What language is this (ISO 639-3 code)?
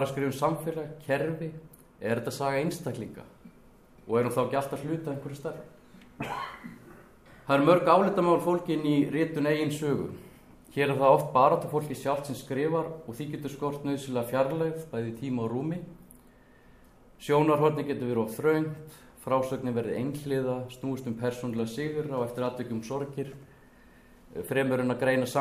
isl